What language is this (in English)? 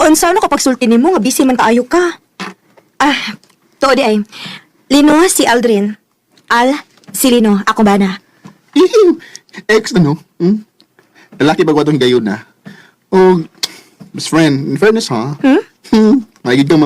Cebuano